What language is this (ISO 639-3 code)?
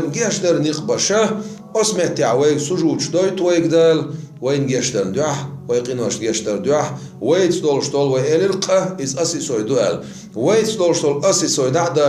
che